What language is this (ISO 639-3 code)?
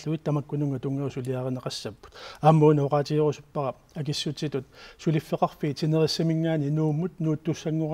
kal